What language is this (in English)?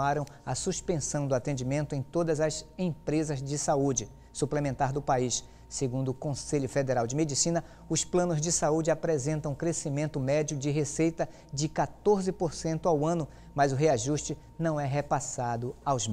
Portuguese